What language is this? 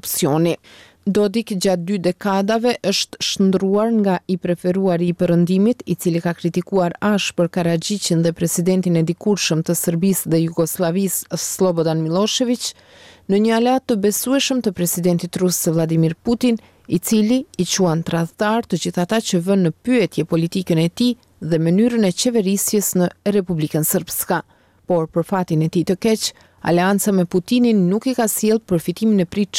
Albanian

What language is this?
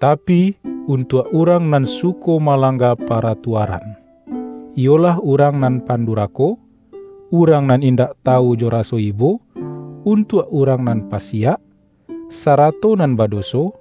Minangkabau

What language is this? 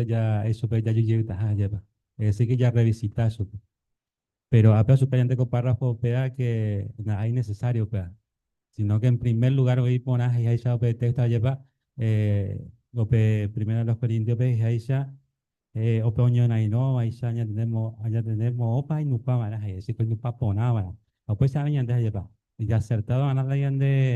Guarani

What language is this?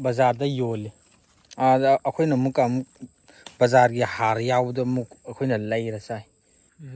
Manipuri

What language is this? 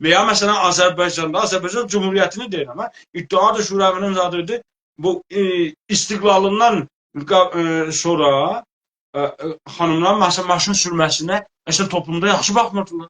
South Azerbaijani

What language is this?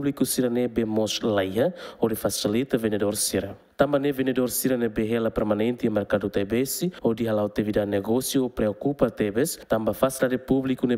Tetum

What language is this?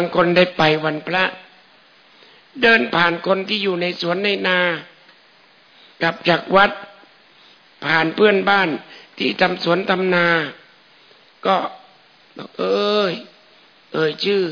Thai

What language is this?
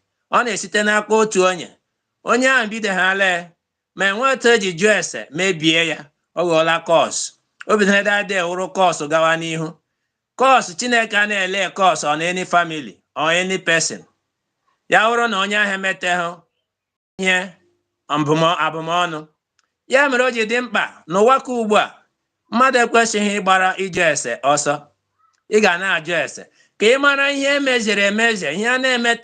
Igbo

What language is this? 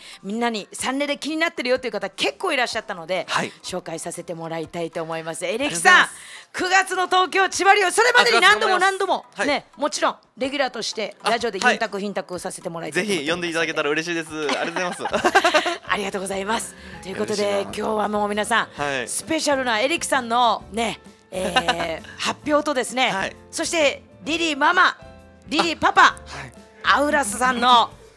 Japanese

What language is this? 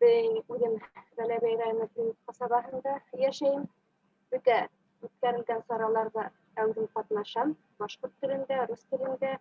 Bashkir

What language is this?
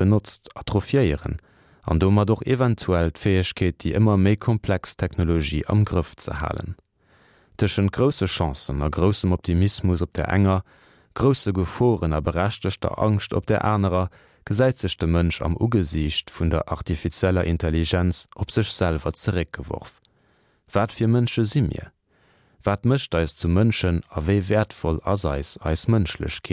Luxembourgish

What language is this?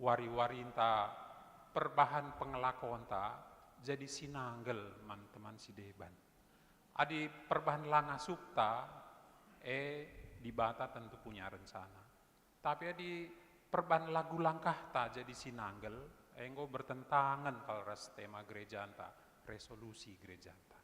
Batak Karo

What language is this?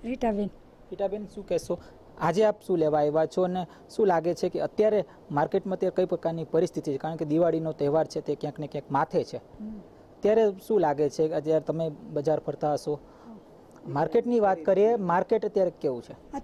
Gujarati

